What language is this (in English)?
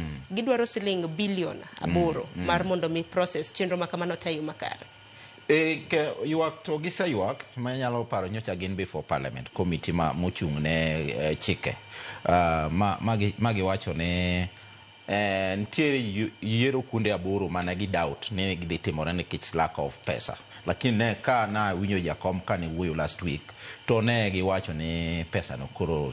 Luo (Kenya and Tanzania)